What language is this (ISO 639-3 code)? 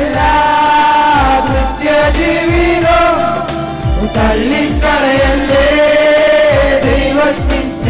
mal